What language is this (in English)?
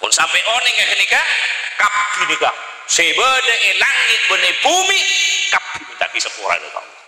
Madurese